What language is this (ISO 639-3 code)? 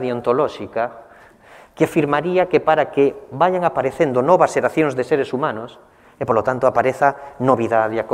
glg